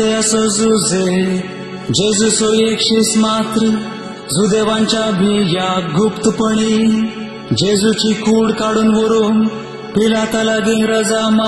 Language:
Konkani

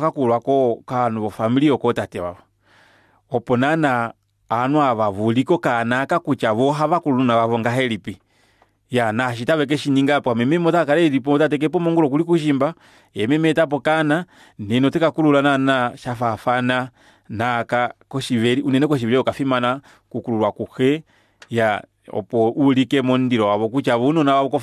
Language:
Kuanyama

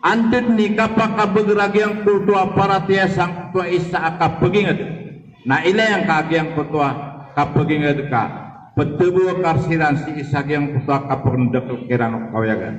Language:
Maranao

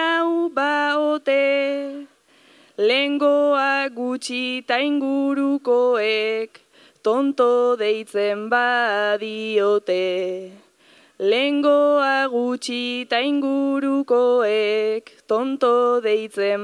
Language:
Basque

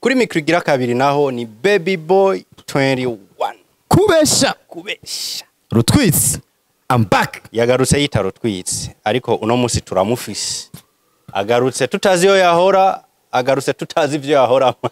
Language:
Rundi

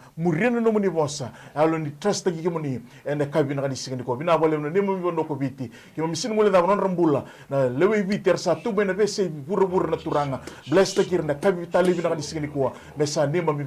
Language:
Fijian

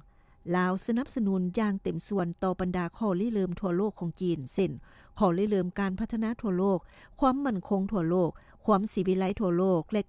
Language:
Lao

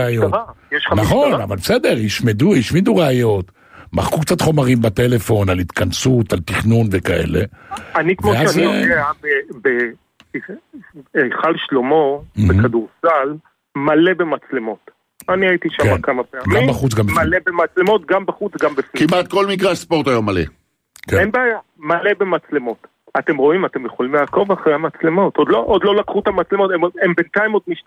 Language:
Hebrew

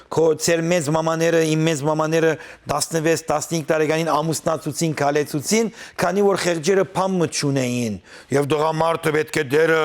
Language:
Western Armenian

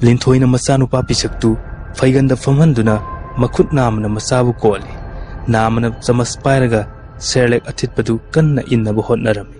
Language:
Manipuri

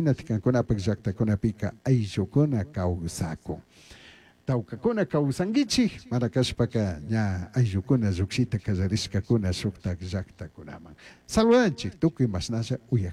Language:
Chimborazo Highland Quichua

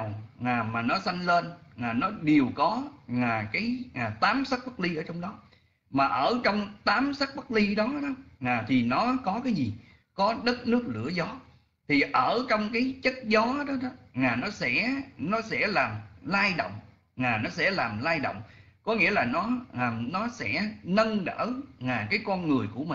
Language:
Vietnamese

